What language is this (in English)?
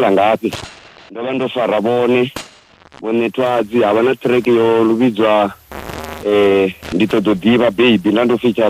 Venda